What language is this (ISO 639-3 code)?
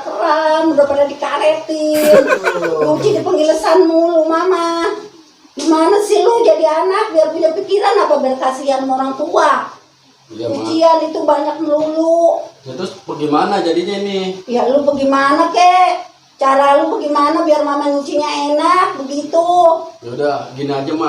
bew